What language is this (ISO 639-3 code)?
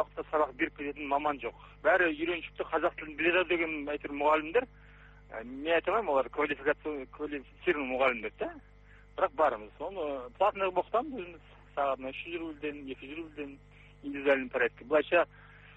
kaz